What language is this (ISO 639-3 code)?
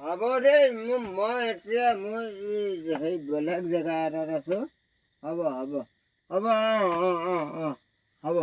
asm